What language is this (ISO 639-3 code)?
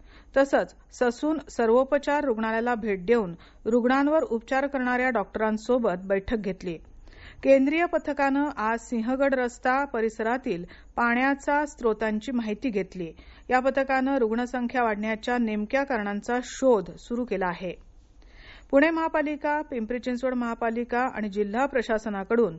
mar